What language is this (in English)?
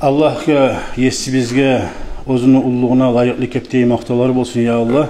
Kumyk